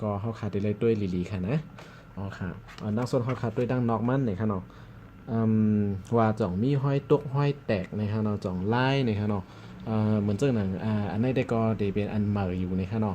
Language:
Shan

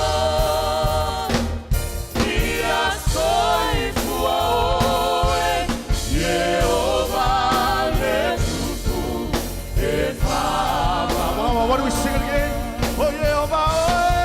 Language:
Samoan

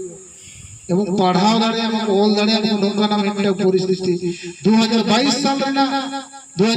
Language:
Santali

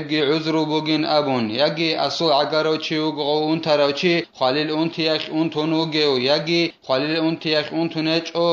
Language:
Avaric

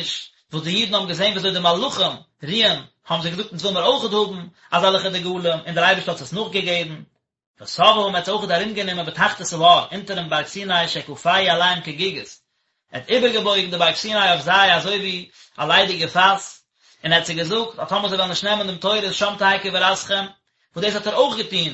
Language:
Yiddish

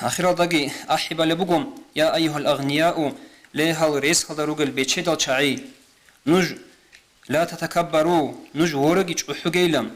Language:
Avaric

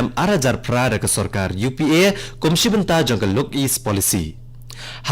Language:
Khasi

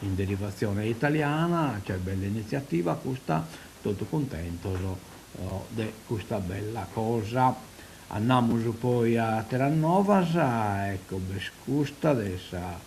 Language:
Sardinian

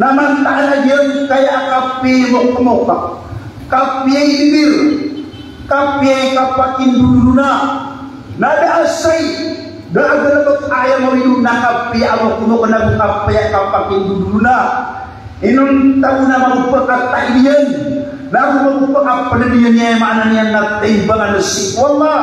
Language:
Maranao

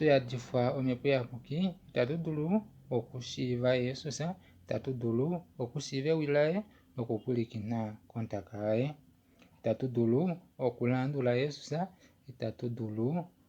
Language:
Kuanyama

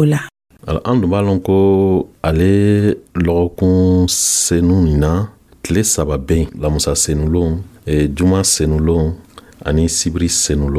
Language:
Dyula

